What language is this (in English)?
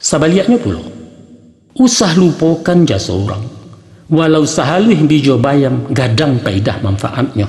Minangkabau